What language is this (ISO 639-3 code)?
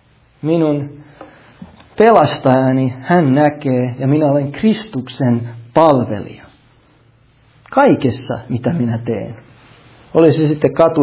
fin